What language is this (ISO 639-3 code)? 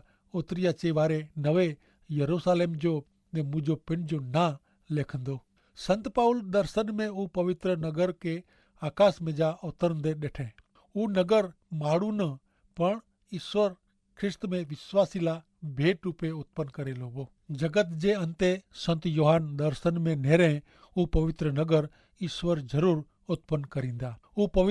kfr